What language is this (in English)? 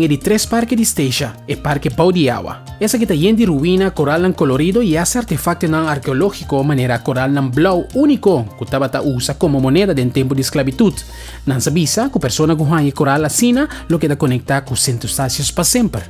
Papiamento